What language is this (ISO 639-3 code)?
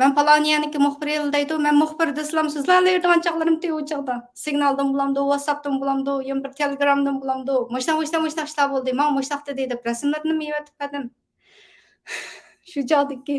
uig